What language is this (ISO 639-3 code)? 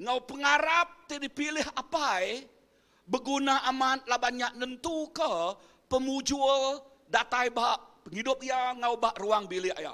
iba